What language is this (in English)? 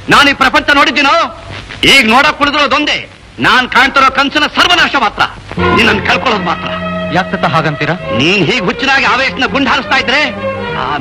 Kannada